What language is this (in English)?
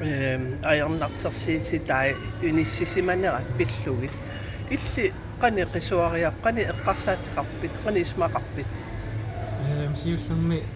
Kalaallisut